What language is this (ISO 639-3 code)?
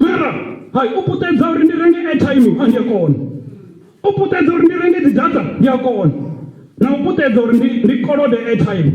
ven